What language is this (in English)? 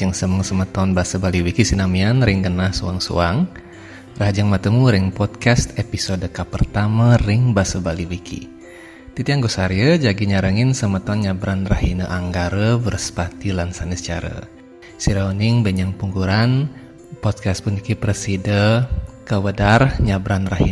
Balinese